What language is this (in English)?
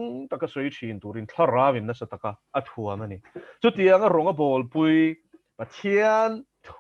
Mizo